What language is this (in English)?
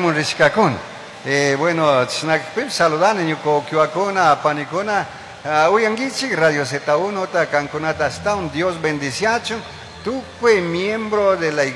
Chimborazo Highland Quichua